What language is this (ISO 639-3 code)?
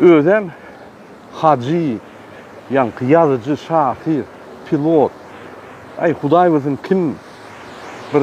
tuk